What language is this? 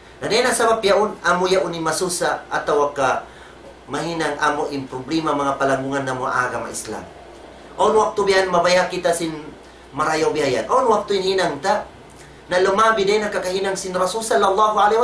Tausug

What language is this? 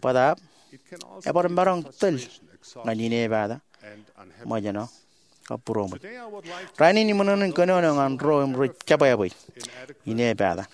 Marshallese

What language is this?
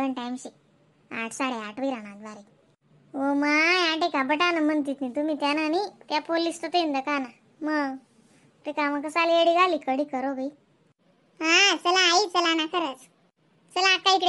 Khandesi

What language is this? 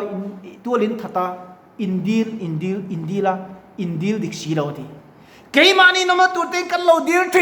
Mizo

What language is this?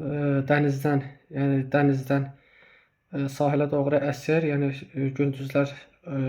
Azerbaijani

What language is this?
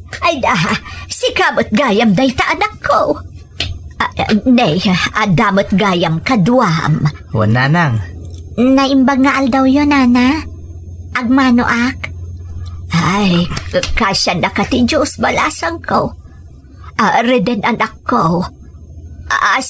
Iloko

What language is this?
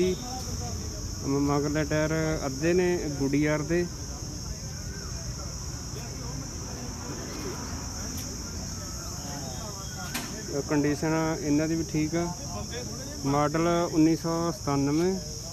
Punjabi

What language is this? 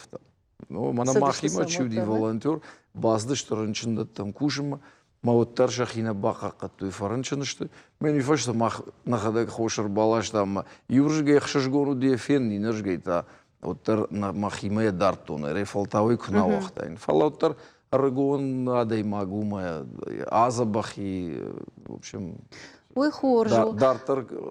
Ossetic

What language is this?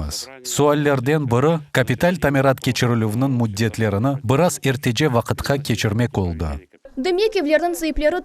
Crimean Tatar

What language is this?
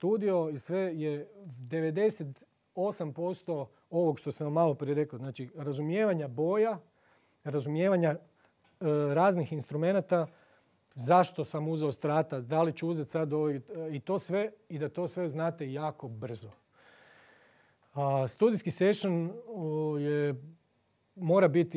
Croatian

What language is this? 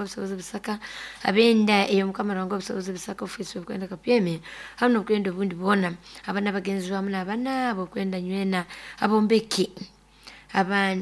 Nyoro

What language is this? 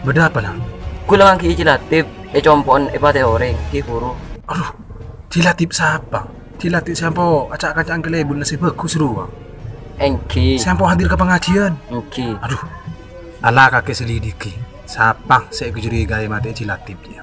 Madurese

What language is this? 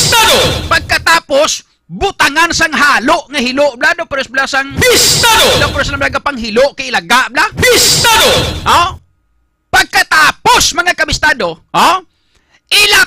Hiligaynon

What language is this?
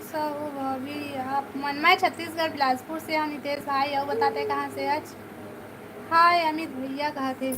Chhattisgarhi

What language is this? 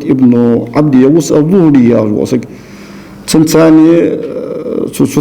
Ingush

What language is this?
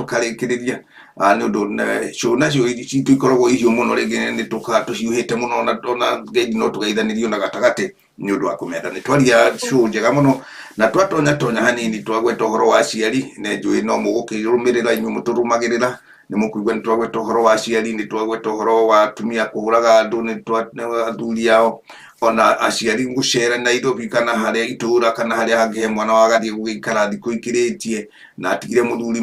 Kikuyu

